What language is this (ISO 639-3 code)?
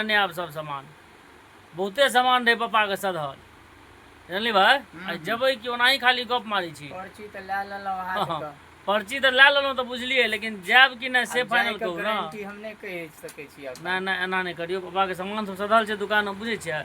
mai